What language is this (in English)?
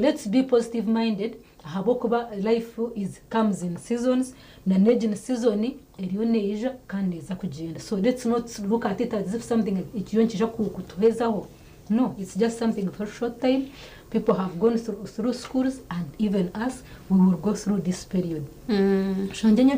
Nyankole